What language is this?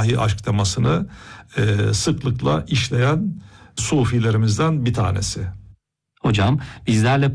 Turkish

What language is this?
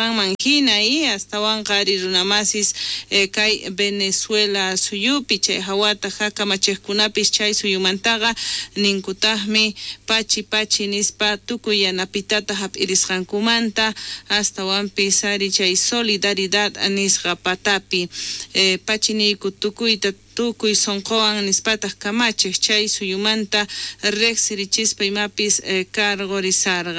South Bolivian Quechua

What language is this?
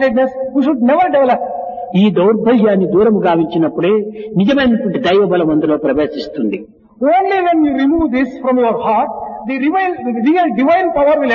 Telugu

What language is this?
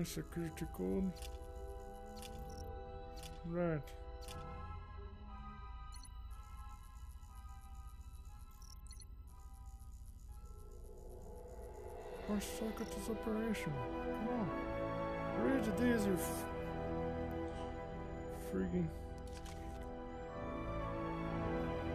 English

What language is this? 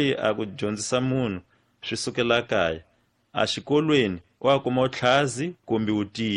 Tsonga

